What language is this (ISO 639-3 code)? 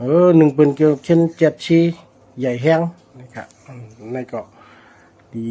shn